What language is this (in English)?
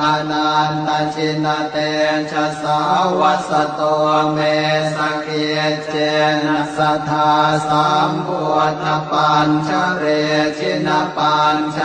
Pali